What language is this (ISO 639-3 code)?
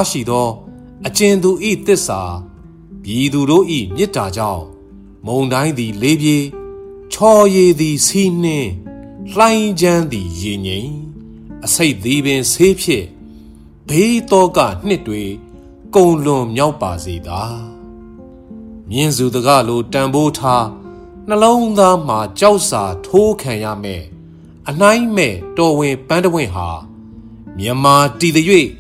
mya